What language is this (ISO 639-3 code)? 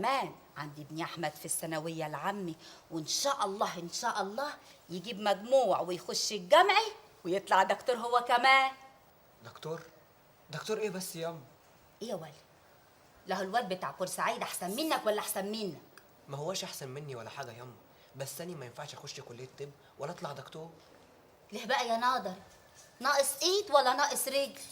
arz